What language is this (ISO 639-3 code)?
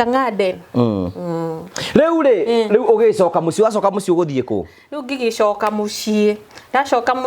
kik